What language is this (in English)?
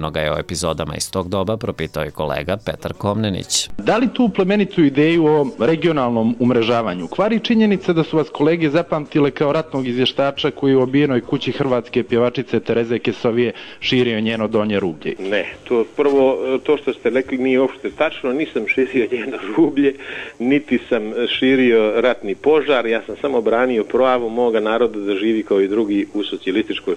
Serbian